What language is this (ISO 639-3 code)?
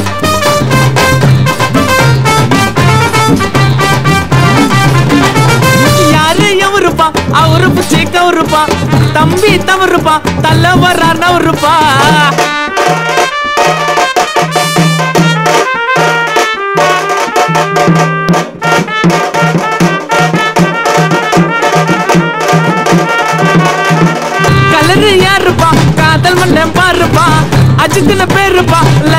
tam